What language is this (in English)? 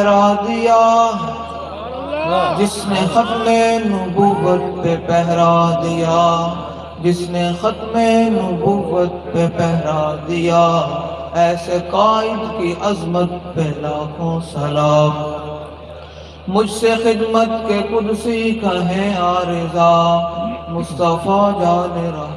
Urdu